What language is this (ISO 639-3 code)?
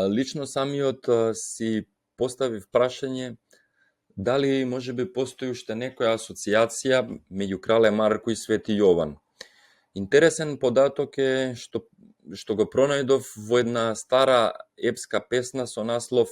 mkd